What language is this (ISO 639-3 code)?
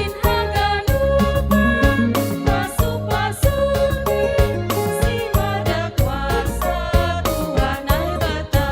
bts